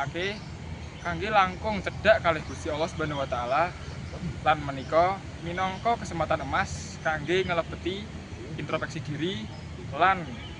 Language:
Javanese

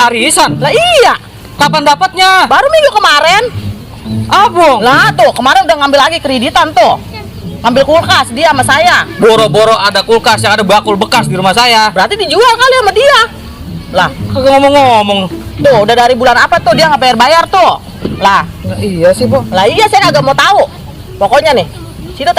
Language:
Betawi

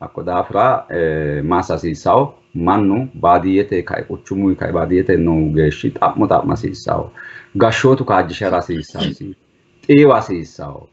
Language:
Sidamo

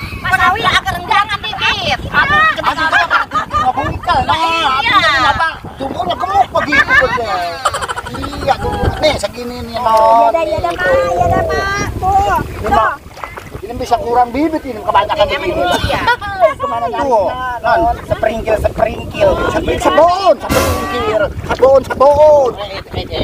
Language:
Betawi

